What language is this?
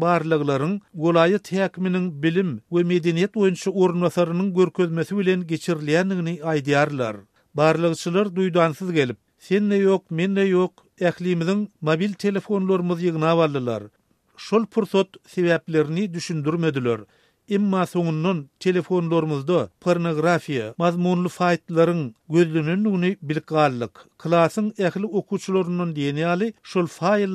Turkmen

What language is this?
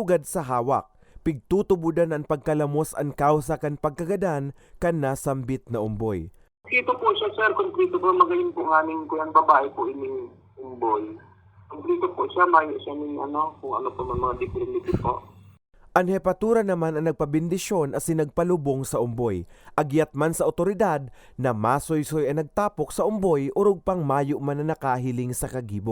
Bikol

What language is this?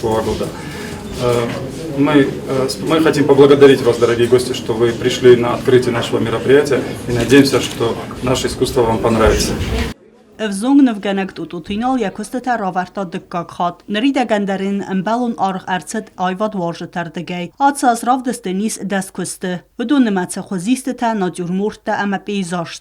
Ossetic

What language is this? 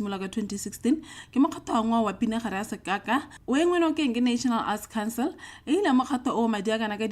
Tswana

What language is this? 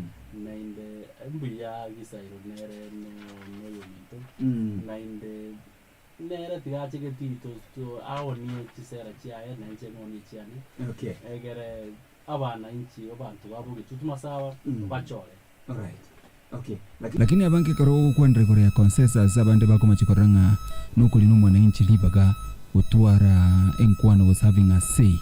Gusii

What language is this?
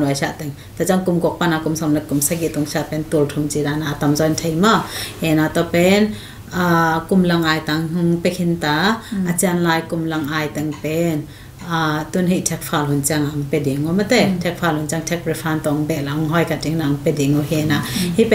Tedim Chin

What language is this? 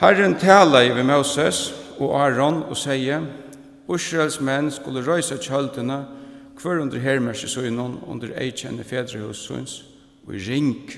Faroese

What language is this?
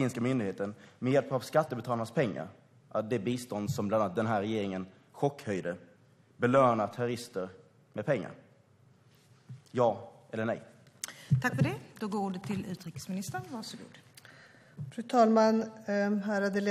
Swedish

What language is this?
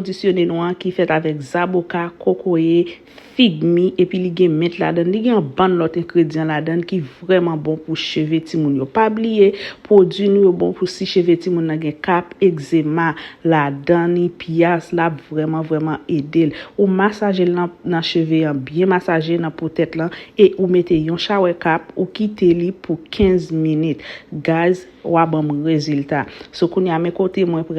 Haitian Creole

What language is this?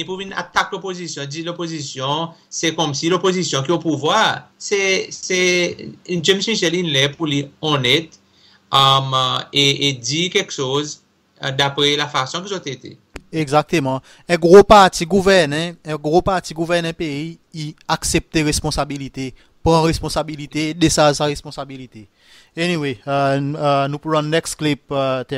Seselwa Creole French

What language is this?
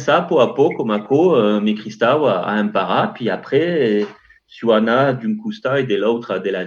Occitan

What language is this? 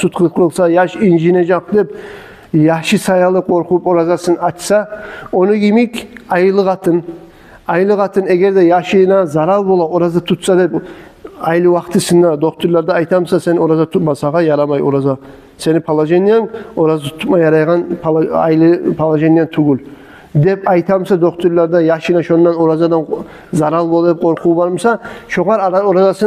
Kumyk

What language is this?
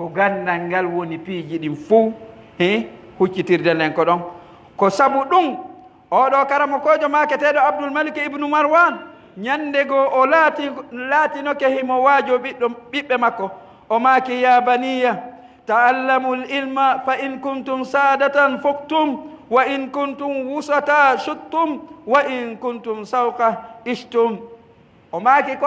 Pular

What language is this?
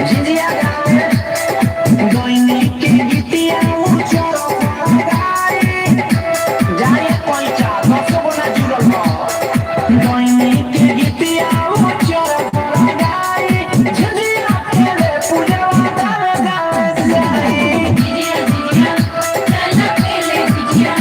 Maithili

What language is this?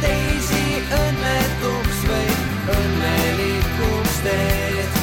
Estonian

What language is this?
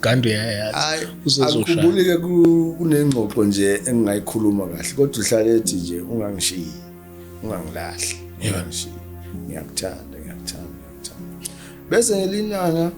Zulu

